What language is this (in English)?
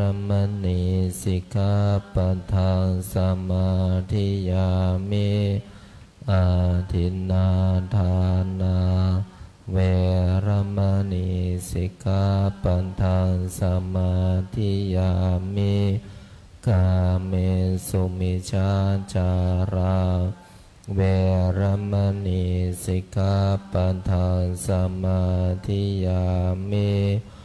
Pali